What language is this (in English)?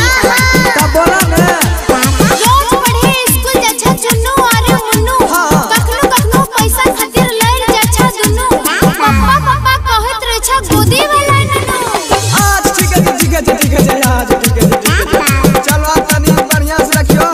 Maithili